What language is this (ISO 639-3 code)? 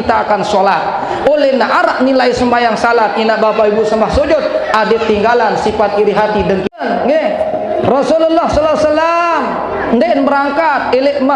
sas